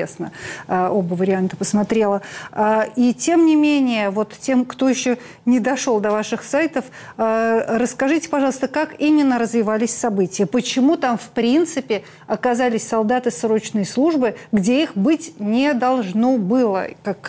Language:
Russian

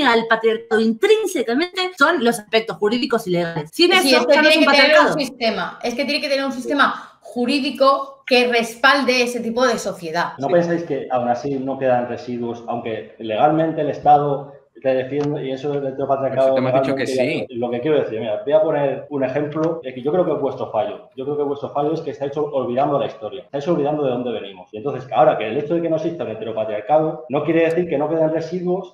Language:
Spanish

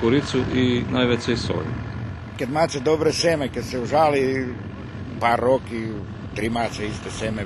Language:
Rusyn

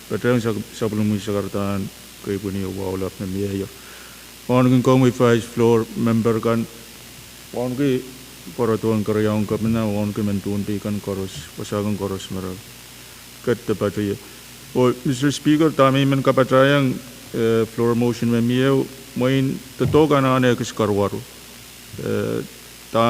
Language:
Pohnpeian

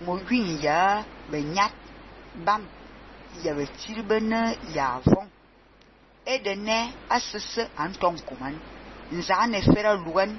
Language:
Fang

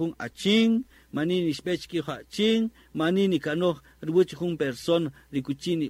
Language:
Kaqchikel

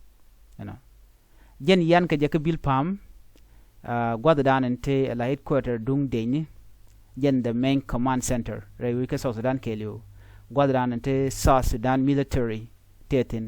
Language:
Nuer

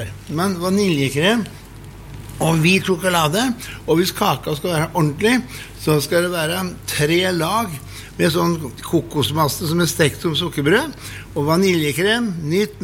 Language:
Norwegian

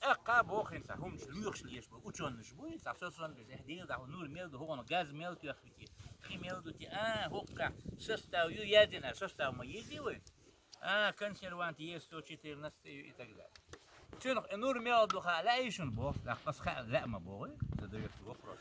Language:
Chechen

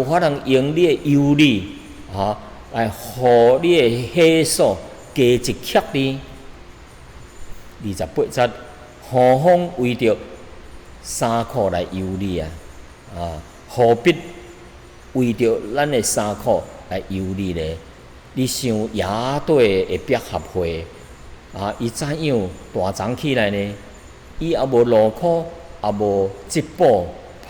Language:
Min Nan Chinese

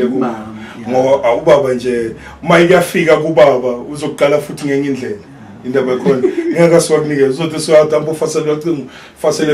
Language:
Zulu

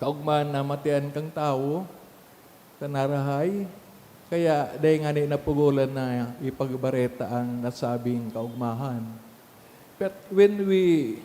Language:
Bikol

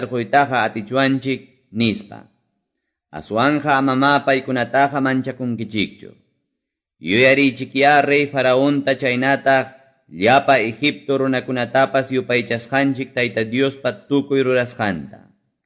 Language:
Ayacucho Quechua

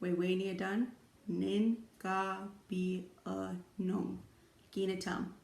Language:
Chippewa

